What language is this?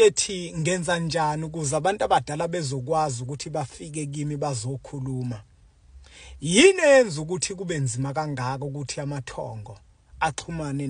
Zulu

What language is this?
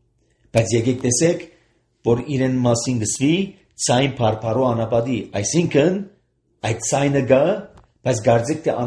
Armenian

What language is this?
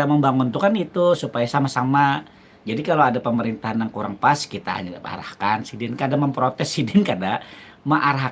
Banjar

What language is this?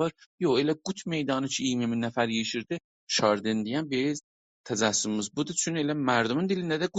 South Azerbaijani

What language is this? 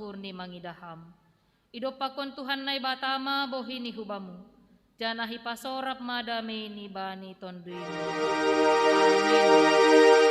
Batak Simalungun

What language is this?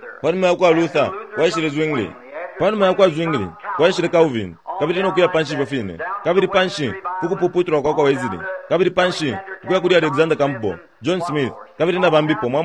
Bemba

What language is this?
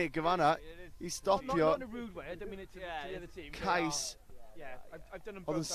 Welsh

